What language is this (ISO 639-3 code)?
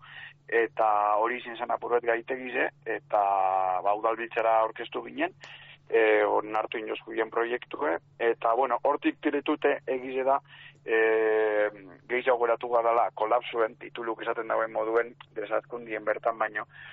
eus